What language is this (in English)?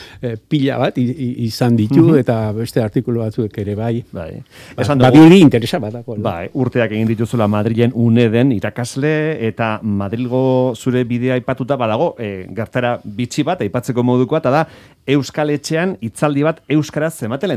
Basque